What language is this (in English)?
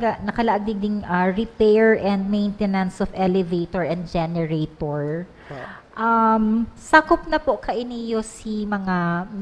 Bikol